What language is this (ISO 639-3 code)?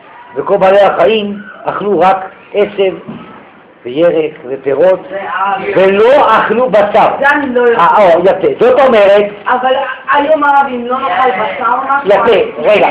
heb